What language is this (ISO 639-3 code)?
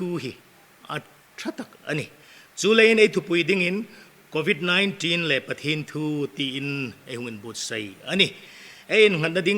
hmr